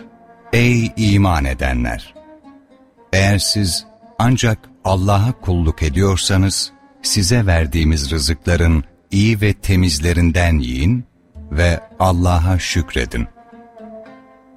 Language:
Turkish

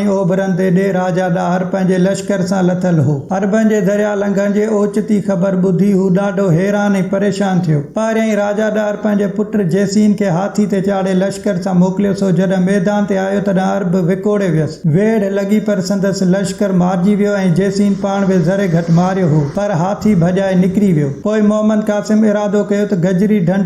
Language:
Sindhi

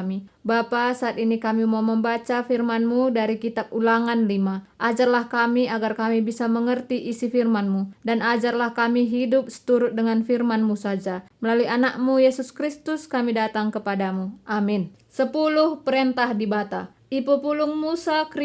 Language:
Batak Karo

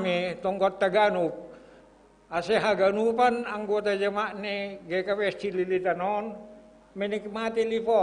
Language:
Batak Simalungun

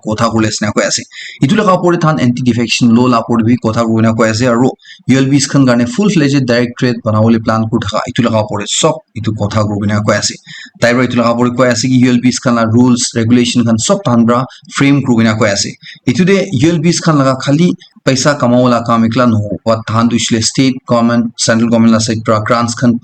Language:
Naga Pidgin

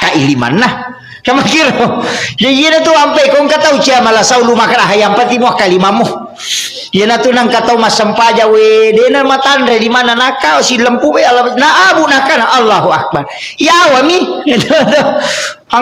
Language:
Buginese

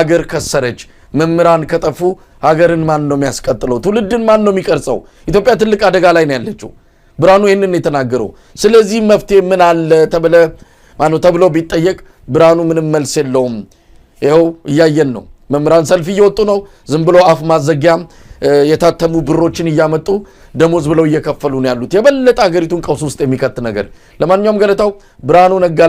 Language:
Amharic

